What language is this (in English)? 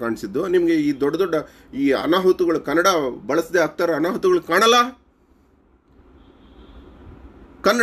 Kannada